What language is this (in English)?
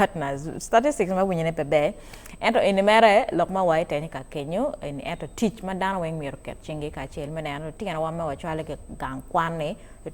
Acoli